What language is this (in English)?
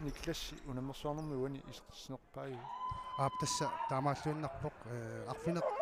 Kalaallisut